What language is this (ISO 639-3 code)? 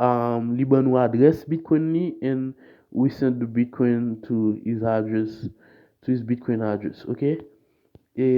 hat